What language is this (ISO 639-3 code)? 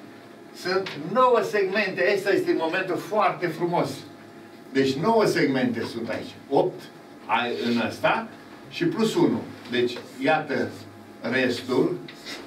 ron